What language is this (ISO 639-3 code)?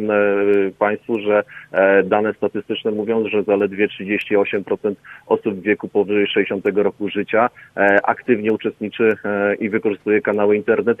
pol